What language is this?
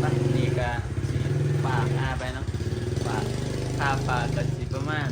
Northeastern Thai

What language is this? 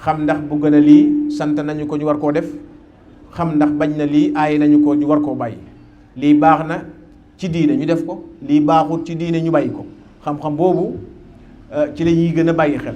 Wolof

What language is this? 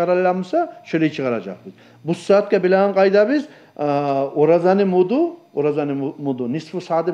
Kumyk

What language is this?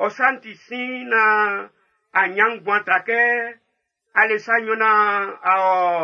Baoulé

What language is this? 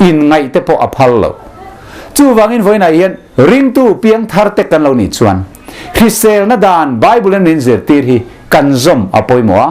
Mizo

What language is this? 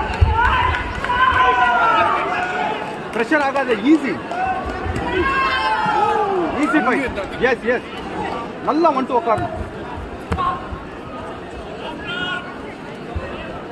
Tamil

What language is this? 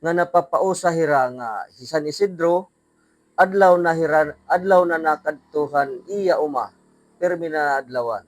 Waray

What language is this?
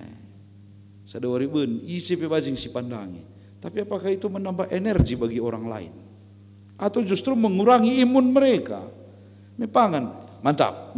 Batak Karo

